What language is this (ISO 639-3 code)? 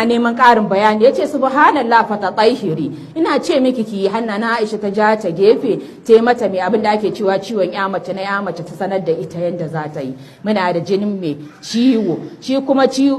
hau